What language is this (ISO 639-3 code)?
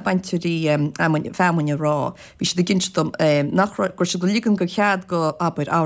gle